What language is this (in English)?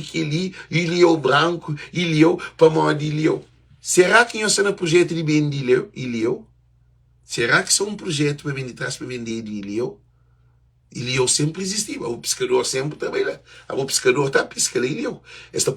Kabuverdianu